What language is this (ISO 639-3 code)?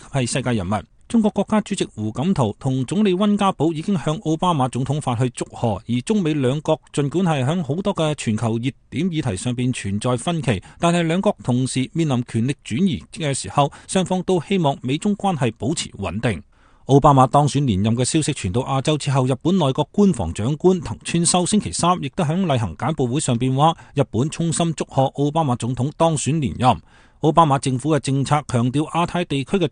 yue